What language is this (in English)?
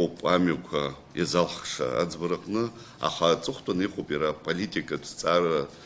Abkhazian